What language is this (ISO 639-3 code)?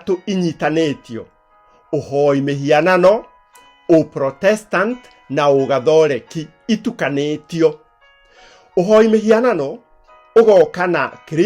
kik